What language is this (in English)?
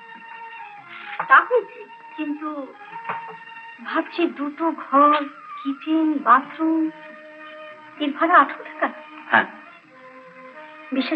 Bangla